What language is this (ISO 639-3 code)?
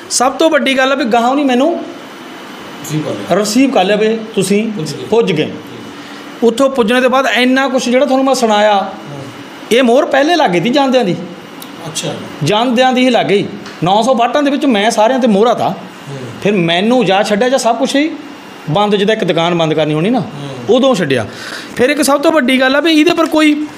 pan